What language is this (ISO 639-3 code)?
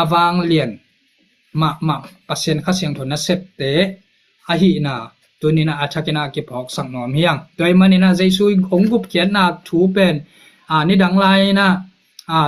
ctd